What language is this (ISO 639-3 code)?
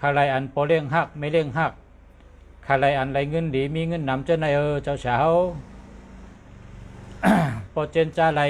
shn